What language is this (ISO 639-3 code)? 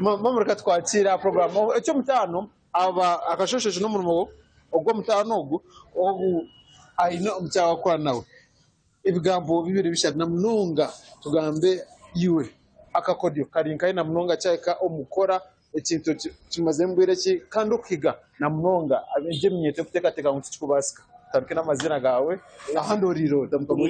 nyn